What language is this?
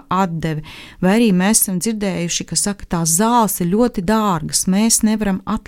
Latvian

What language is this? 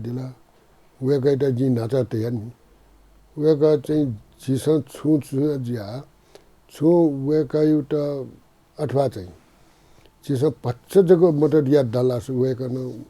Newari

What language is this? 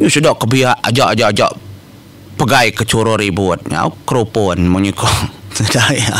Iban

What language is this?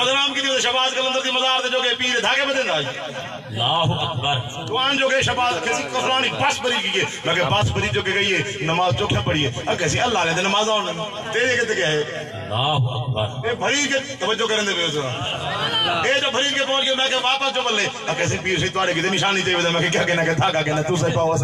Saraiki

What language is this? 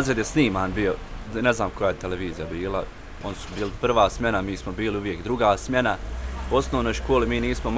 Bosnian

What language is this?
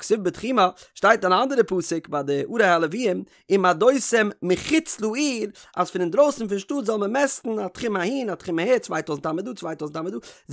Yiddish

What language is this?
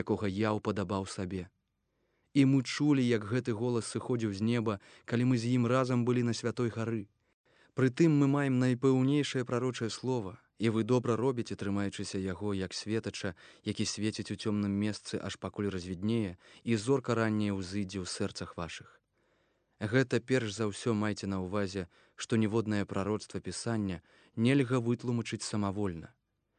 Belarusian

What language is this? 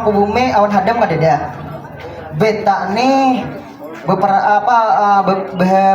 Banjar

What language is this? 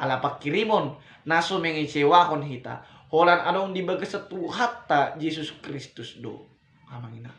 Batak Toba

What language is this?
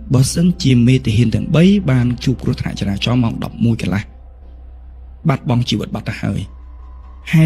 Khmer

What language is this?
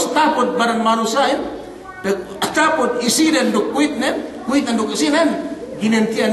Yakan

